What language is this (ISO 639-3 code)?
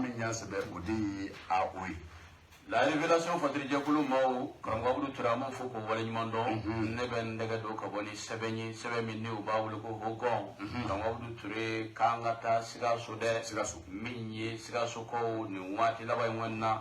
bam